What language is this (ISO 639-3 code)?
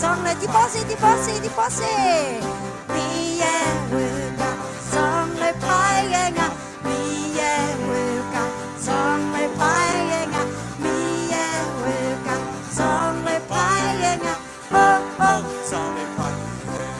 ahk